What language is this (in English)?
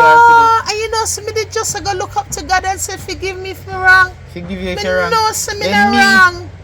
Jamaican Creole English